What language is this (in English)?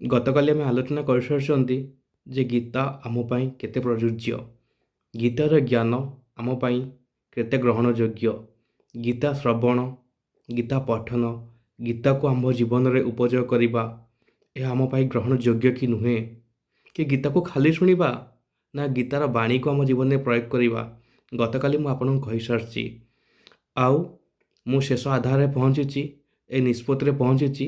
Odia